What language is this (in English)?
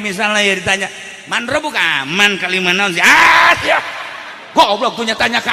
Sundanese